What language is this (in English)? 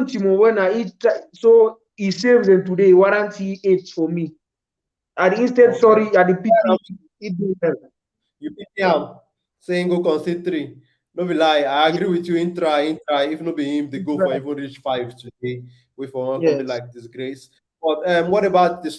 Nigerian Pidgin